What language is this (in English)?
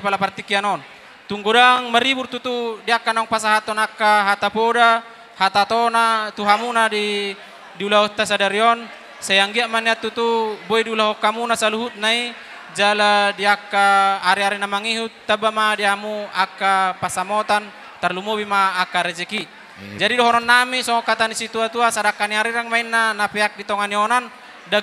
Batak Toba